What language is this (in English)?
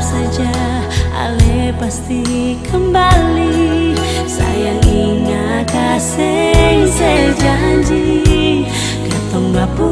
Ambonese Malay